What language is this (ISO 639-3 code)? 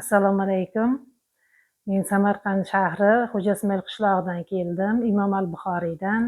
uzb